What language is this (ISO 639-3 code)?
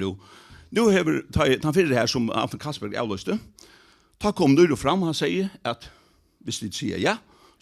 fao